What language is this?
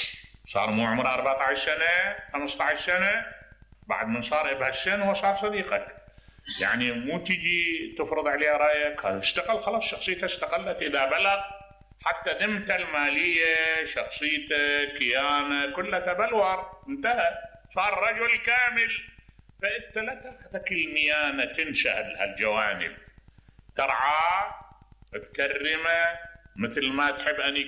Mesopotamian Arabic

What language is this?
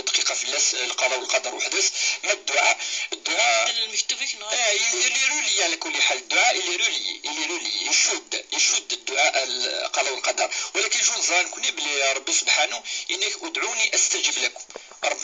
Kabyle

